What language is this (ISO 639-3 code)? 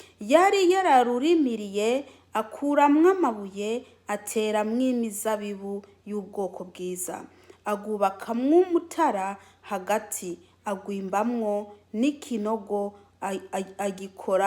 run